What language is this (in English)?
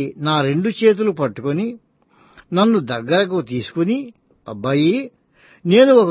Telugu